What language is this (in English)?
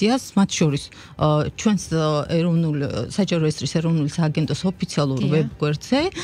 Georgian